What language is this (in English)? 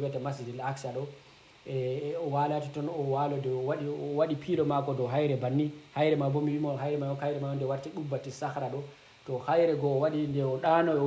Fula